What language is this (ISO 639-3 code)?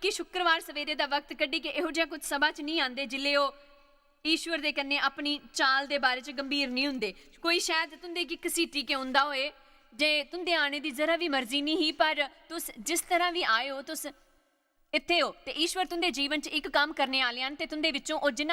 doi